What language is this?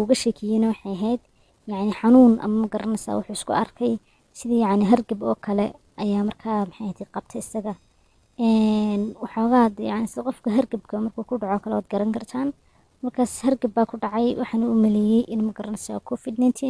Somali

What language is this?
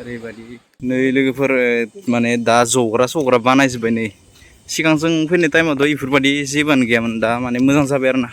Bodo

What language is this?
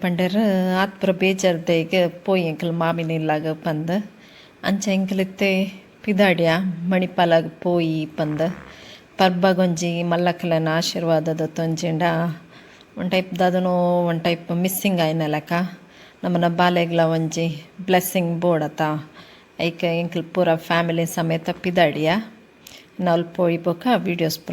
Tulu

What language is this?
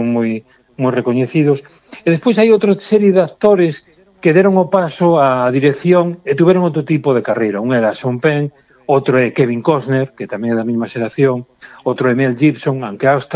Galician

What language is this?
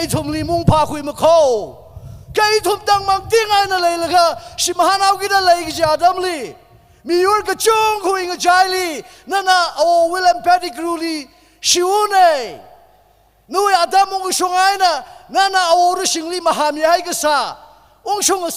Tangkhul Naga (India)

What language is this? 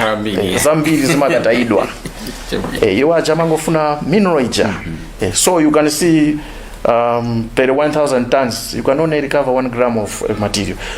Nyanja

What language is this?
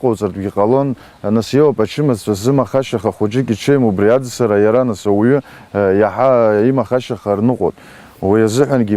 Abkhazian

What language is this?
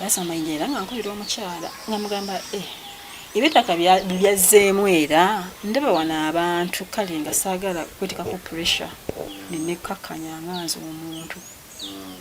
Ganda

